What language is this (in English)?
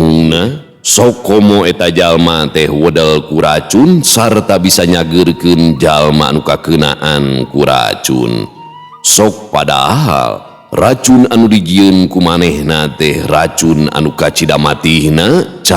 Sundanese